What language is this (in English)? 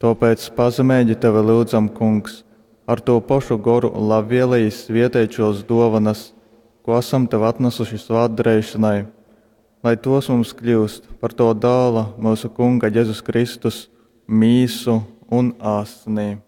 Latgalian